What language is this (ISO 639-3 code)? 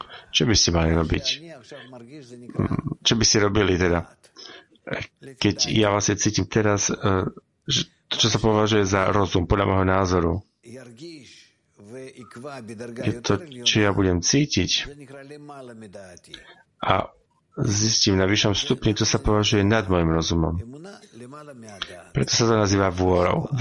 slk